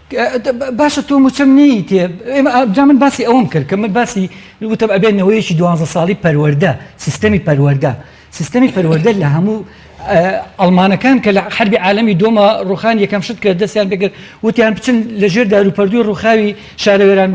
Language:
Central Kurdish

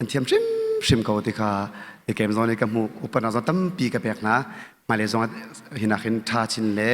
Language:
Hakha Chin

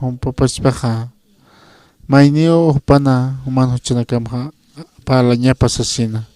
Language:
Aymara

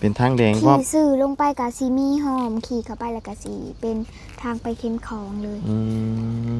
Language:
Lao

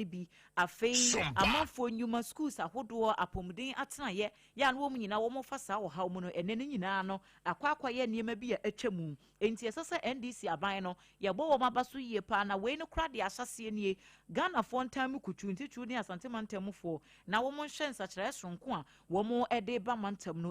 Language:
Akan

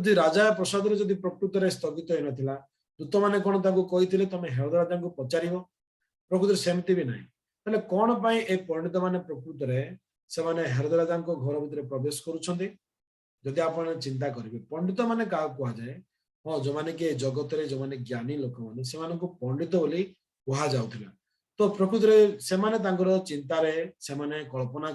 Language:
Odia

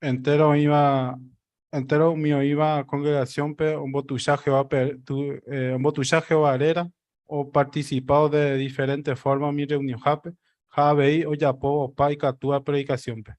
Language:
Guarani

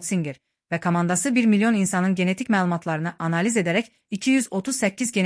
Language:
Azerbaijani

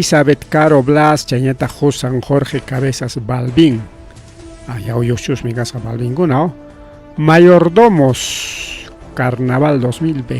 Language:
Ayacucho Quechua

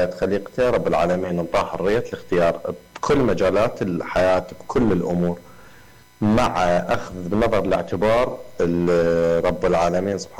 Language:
Mesopotamian Arabic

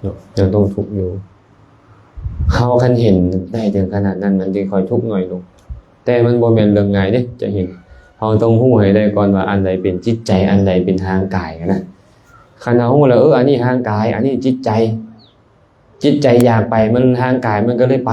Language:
Lao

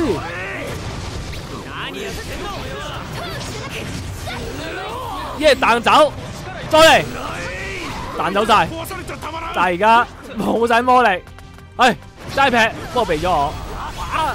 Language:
Cantonese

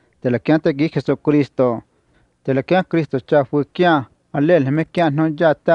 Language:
Vietnamese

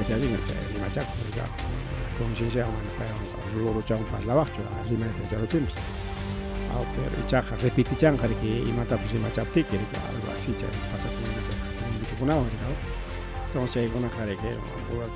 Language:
Ayacucho Quechua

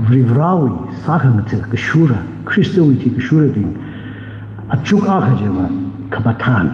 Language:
Tangkhul Naga (India)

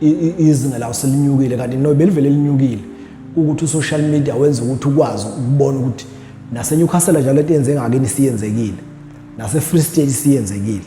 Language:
Zulu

